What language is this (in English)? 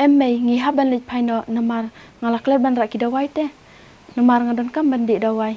Khasi